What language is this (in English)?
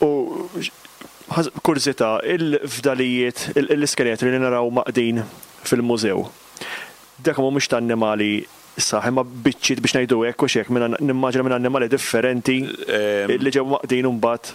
Maltese